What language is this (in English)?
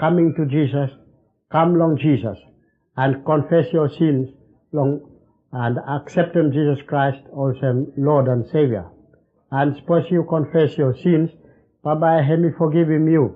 Bislama